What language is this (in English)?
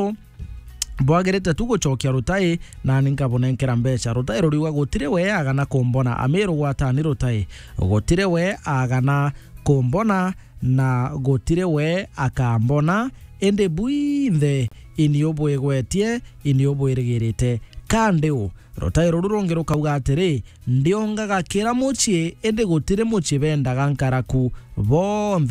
Meru